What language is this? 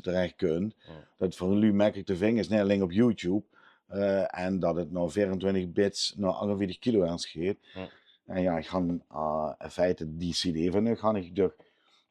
Limburgish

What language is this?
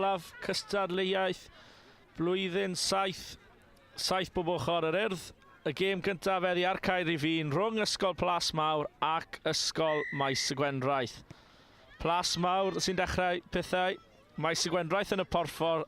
Welsh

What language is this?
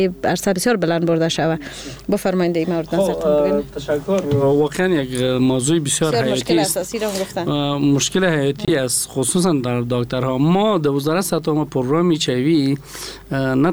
Persian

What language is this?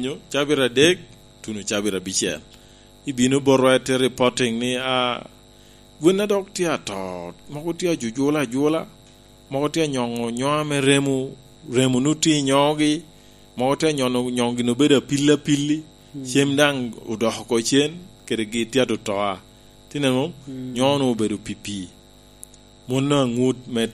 Lango (Uganda)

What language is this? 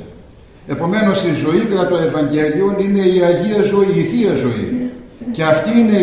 Greek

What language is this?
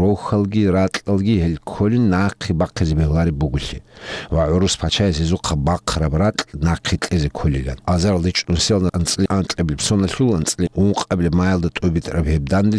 Avaric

